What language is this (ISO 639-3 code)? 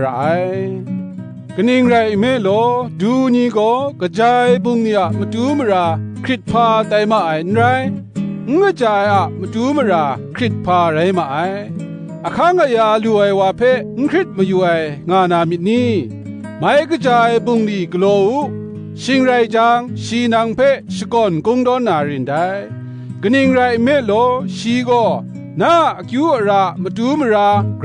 kac